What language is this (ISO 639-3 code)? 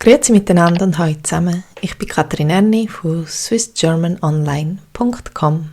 gsw